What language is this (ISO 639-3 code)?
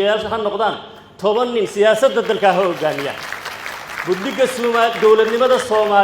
som